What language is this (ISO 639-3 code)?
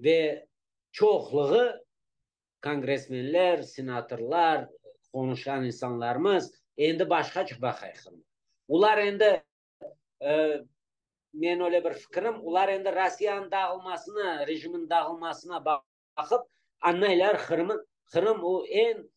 crh